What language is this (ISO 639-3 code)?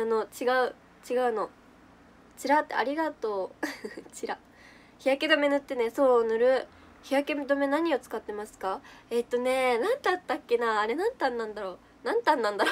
jpn